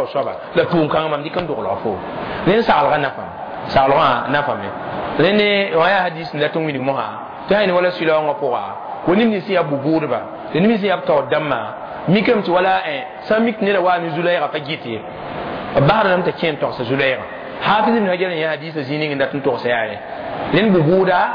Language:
Mossi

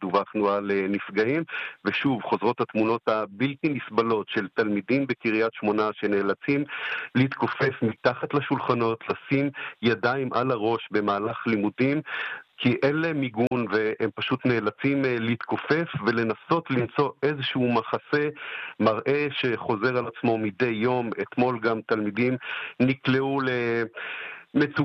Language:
Hebrew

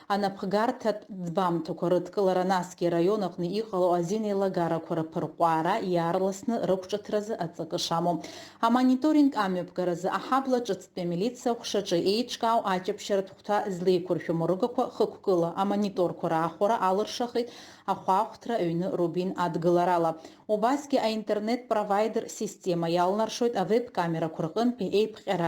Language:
Abkhazian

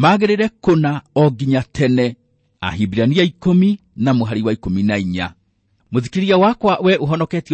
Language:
Kikuyu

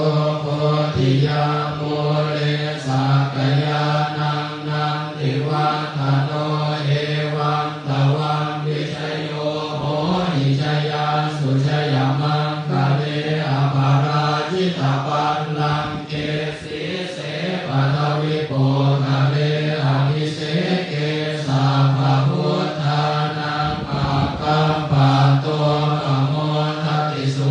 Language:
Pali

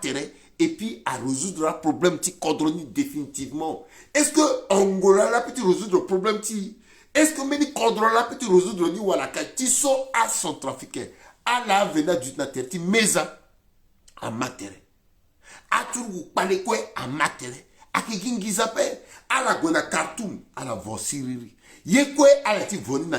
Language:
Sango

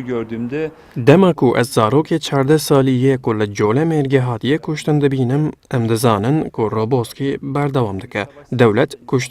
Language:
Kurdish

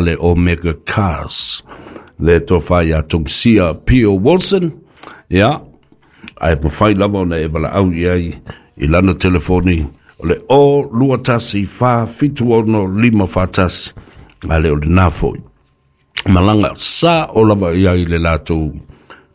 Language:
Samoan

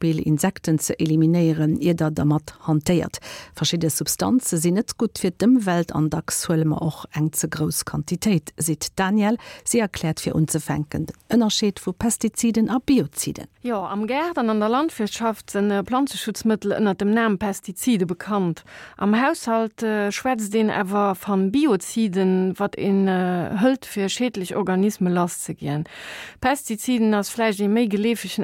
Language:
Luxembourgish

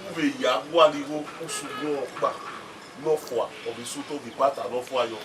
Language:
Bini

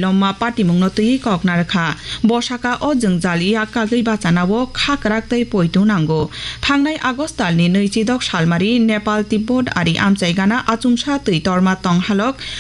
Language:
Kok Borok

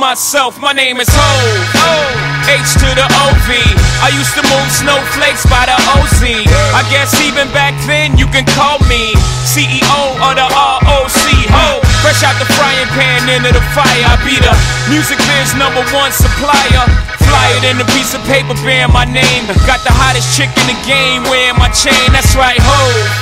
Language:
English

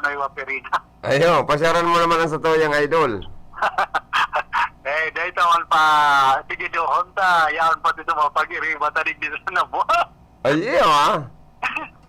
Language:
Bikol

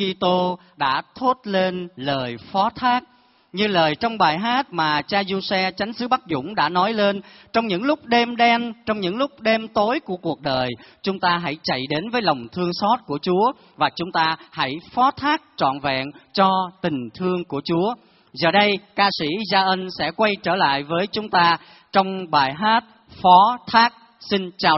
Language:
Vietnamese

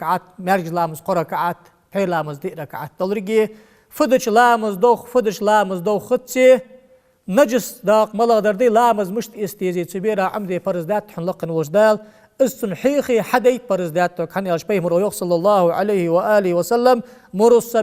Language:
Ingush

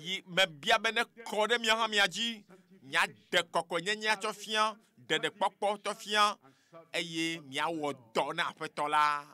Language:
Ewe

